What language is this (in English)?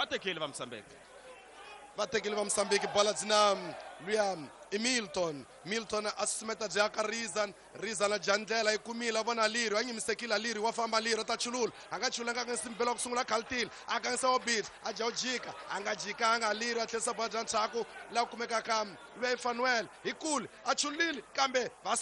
Tsonga